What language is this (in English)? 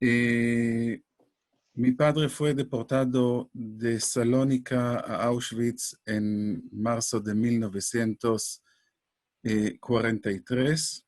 Ladino